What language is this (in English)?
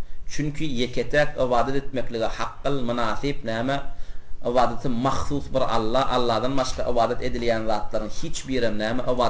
Turkmen